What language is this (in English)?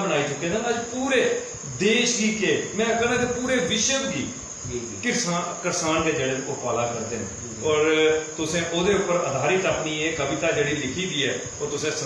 Dogri